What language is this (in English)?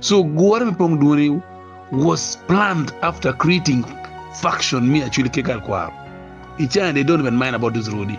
Acoli